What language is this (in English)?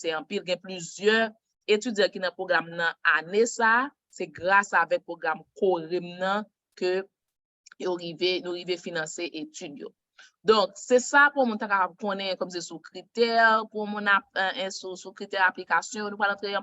Haitian Creole